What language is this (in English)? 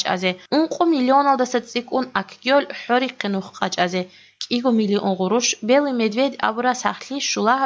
Avaric